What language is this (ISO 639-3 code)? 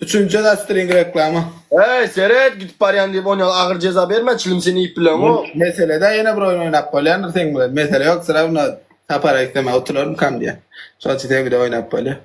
tuk